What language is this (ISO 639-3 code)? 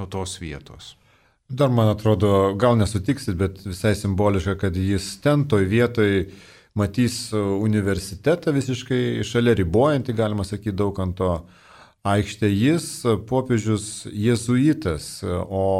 lit